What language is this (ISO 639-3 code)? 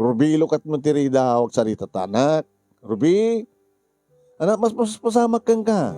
ilo